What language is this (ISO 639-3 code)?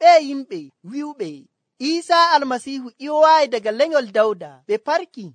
fuv